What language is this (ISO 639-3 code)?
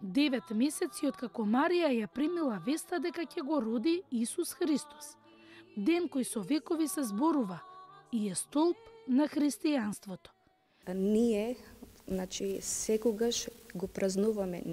mkd